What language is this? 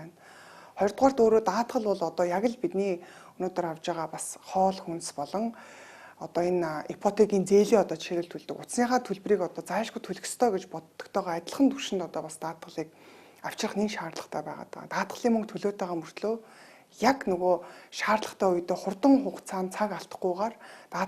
Mongolian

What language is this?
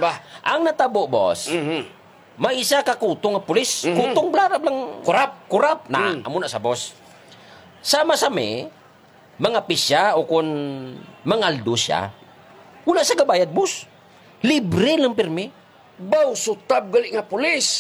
Hiligaynon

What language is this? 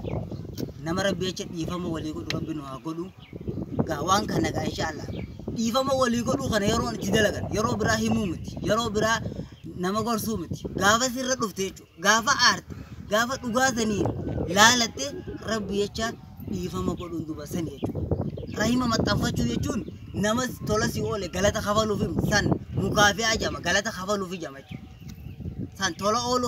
Oromo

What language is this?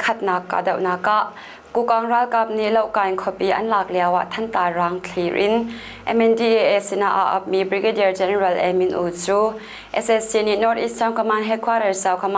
Hakha Chin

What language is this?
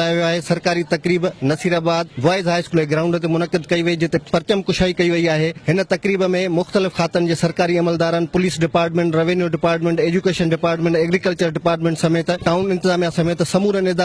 Sindhi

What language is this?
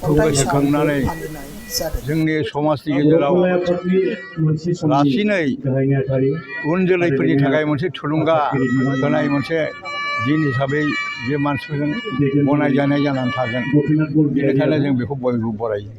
Bodo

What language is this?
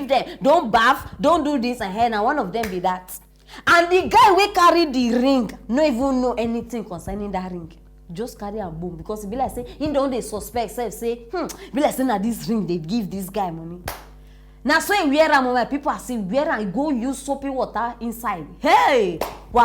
Nigerian Pidgin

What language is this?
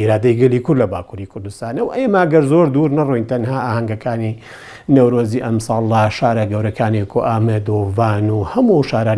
Central Kurdish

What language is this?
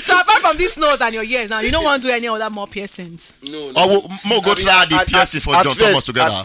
Nigerian Pidgin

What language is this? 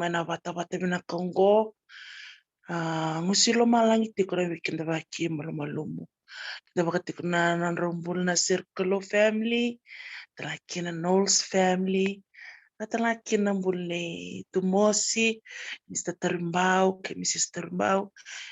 Fijian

